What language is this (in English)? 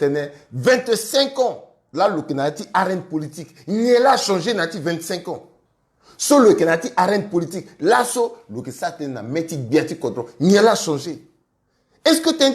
Sango